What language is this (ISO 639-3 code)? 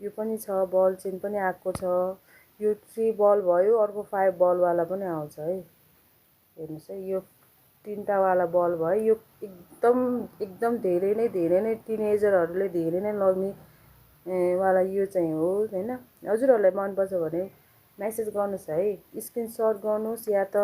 nep